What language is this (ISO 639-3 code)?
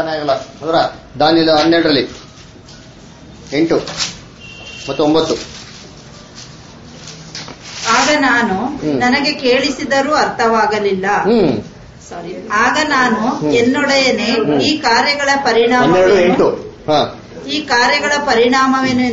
kan